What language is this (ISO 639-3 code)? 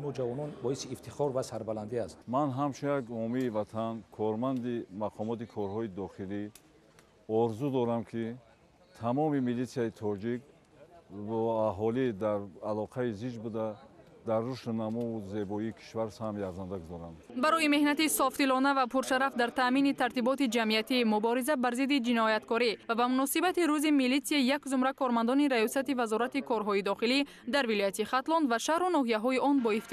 tgk